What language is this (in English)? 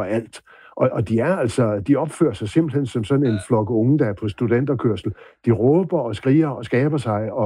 Danish